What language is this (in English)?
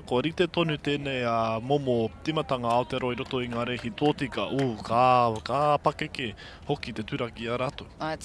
Māori